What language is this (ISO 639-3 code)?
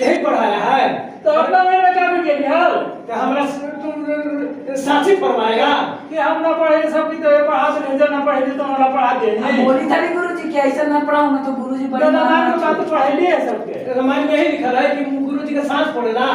mag